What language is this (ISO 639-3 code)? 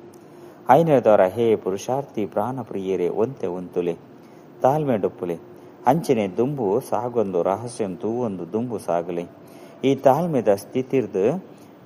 tcy